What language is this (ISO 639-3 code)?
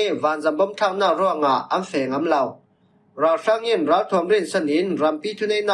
cfm